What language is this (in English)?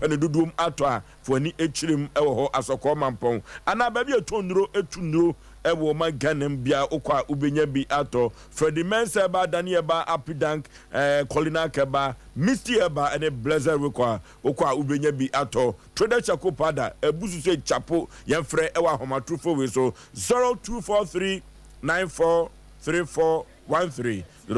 Akan